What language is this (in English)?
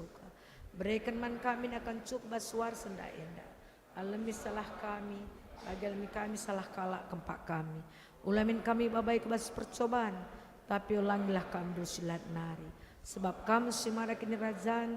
Batak Karo